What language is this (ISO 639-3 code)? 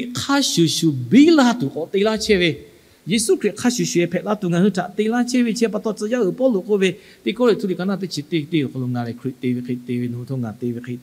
lhu